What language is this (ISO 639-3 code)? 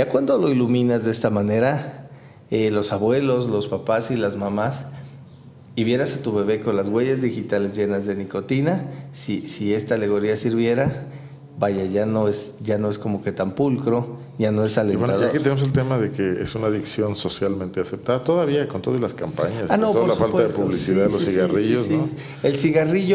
spa